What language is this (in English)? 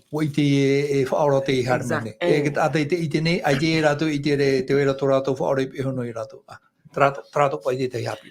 Tahitian